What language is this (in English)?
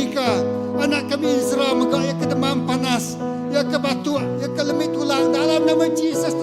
Iban